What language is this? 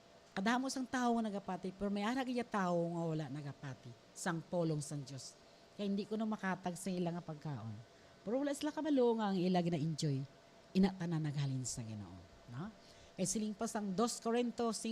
Hiligaynon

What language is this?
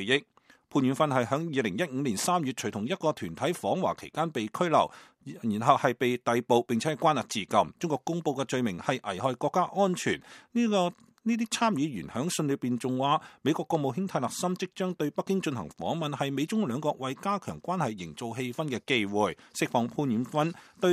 Cantonese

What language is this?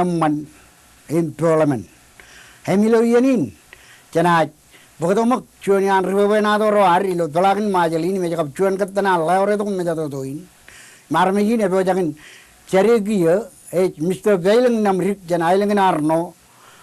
Marshallese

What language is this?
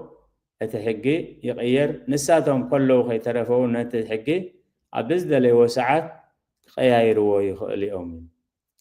Tigrinya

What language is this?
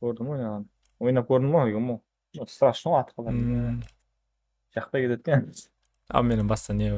Kara-Kalpak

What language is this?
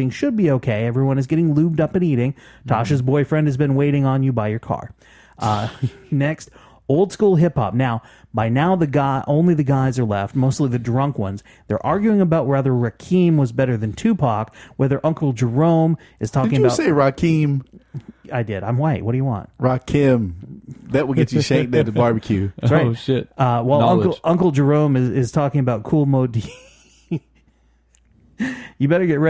English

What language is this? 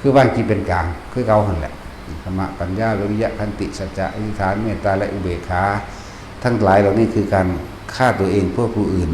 Northeastern Thai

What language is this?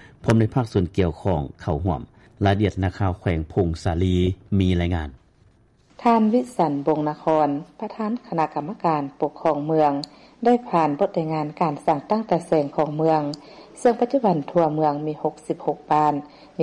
Lao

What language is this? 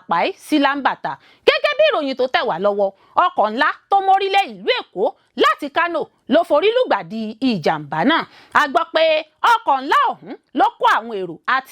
Yoruba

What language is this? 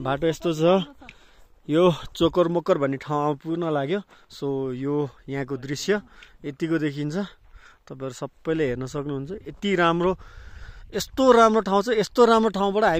Nepali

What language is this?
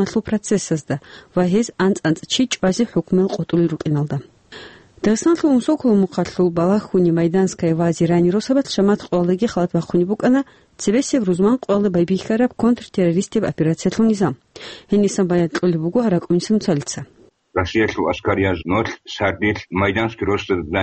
Avaric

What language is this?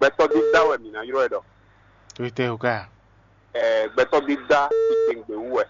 Fon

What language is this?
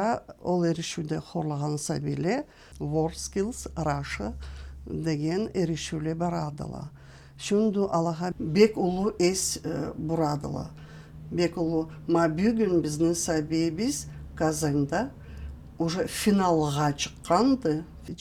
Karachay-Balkar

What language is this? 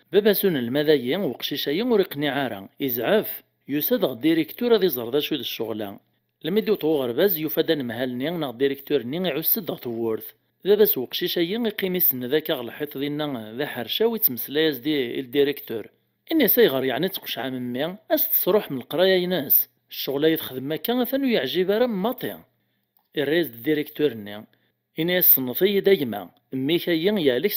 Kabyle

